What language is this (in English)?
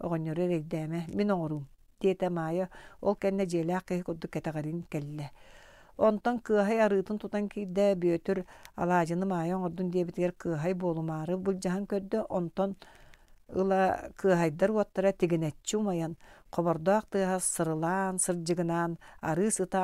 Yakut